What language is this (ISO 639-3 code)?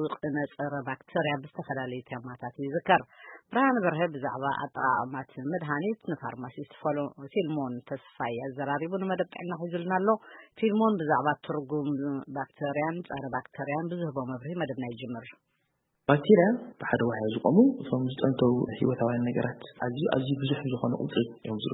tir